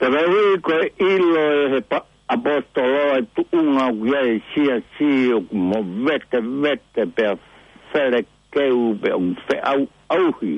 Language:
Tongan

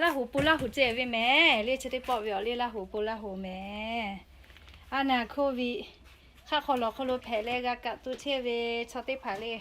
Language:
Lahu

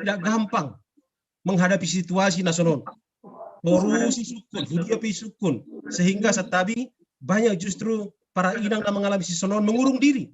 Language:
Batak Simalungun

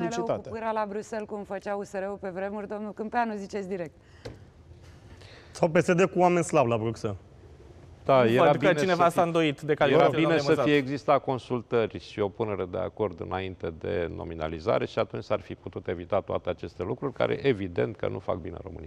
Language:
Romanian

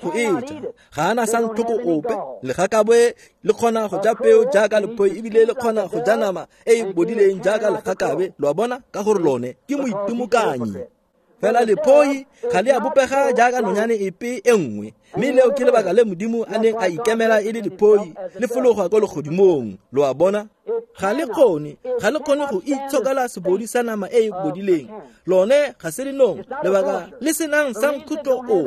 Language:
Tswana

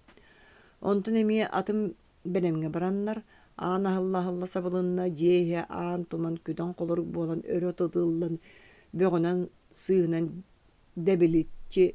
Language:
Yakut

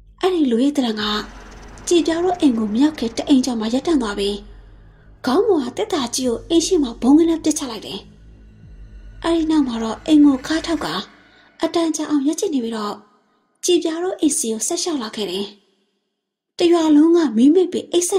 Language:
Burmese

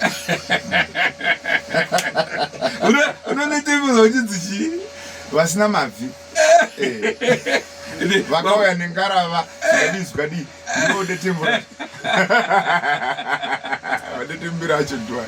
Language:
Shona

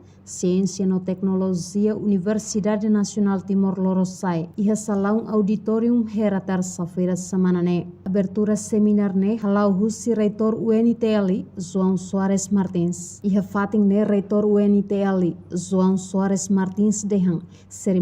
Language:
Tetum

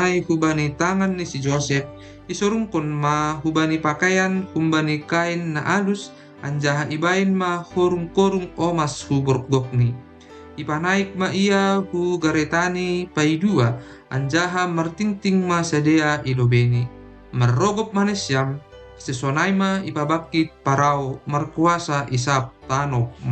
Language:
Batak Simalungun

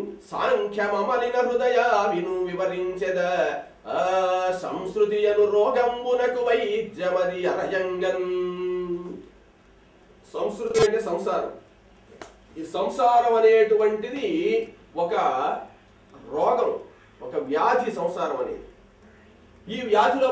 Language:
Telugu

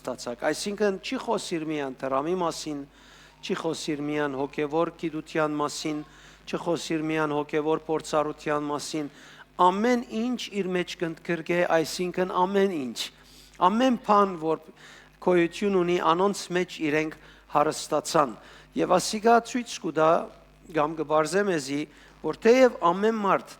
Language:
Western Armenian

